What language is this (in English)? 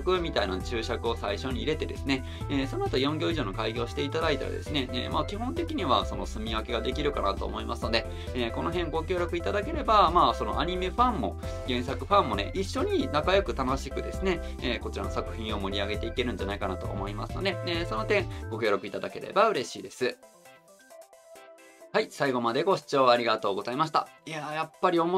Japanese